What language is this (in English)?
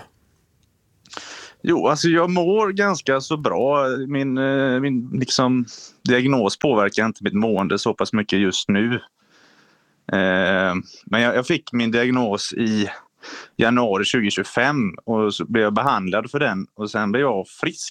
Swedish